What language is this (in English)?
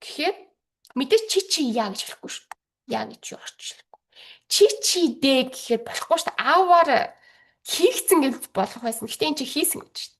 Mongolian